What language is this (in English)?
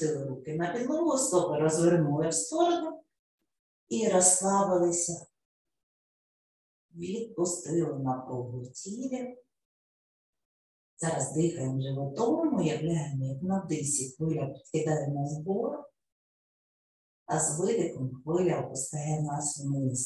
Ukrainian